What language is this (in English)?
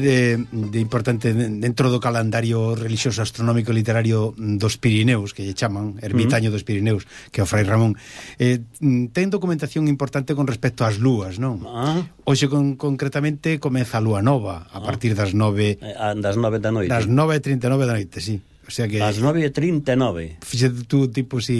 Galician